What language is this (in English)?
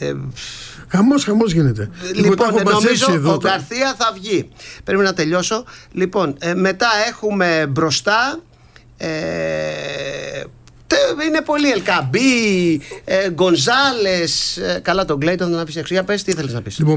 Greek